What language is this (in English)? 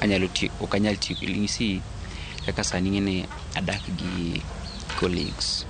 Luo (Kenya and Tanzania)